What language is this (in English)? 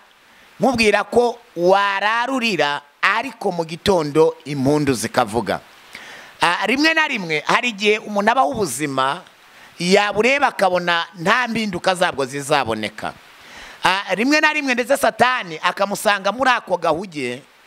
Kinyarwanda